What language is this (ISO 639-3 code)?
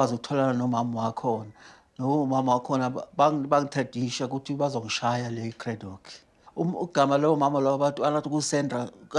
zul